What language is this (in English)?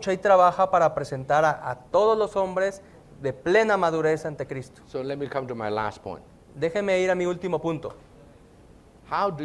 Spanish